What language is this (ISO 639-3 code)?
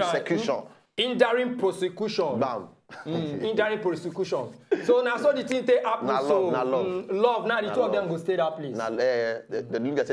pcm